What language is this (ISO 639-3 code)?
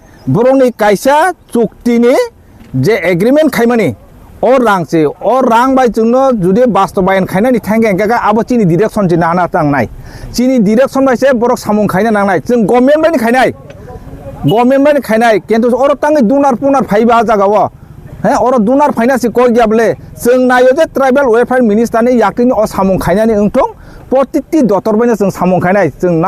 trp